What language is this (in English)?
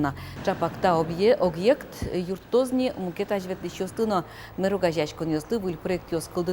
Udmurt